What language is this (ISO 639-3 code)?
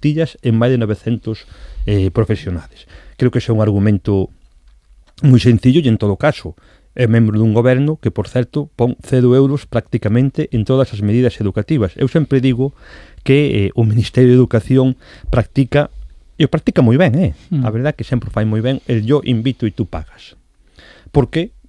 glg